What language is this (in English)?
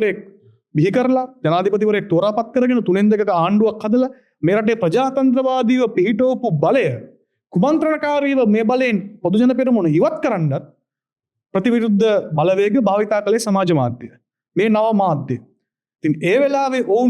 Sinhala